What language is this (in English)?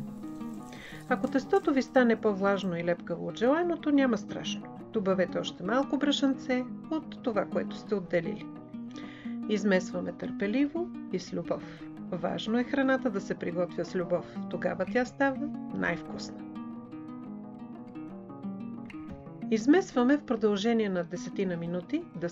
Bulgarian